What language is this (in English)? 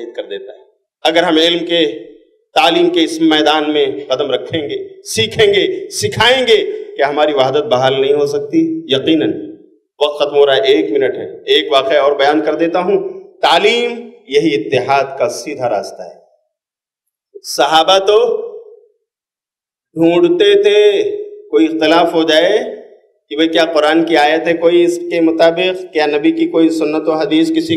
Urdu